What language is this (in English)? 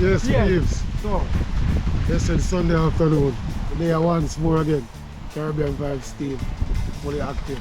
Jamaican Creole English